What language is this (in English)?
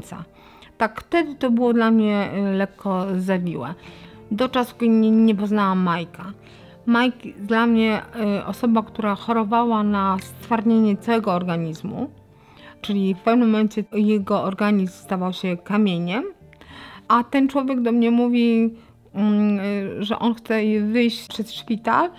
Polish